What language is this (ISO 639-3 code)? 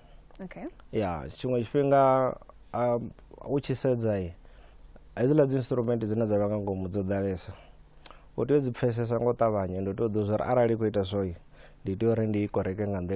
ven